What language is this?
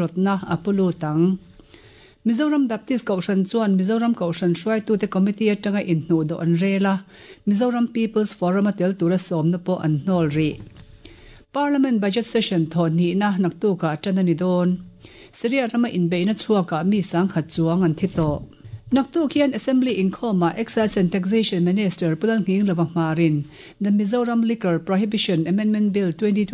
Mizo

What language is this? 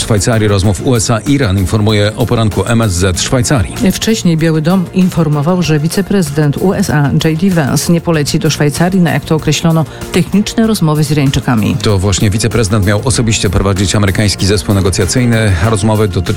Polish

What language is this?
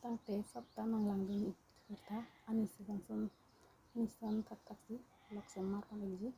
Karbi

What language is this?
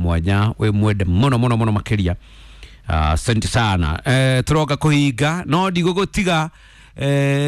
Kikuyu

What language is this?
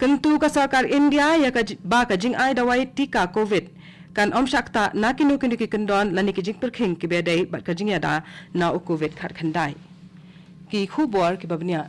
Khasi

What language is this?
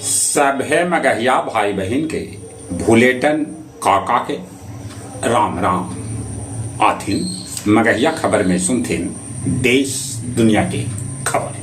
Magahi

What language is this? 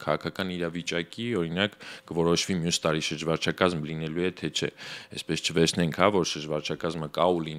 Armenian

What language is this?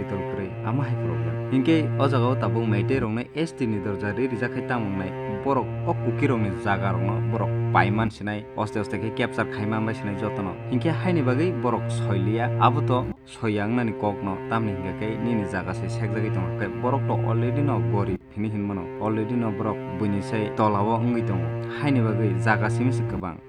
Kok Borok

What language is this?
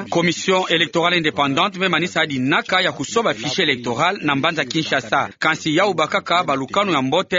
Kituba (Democratic Republic of Congo)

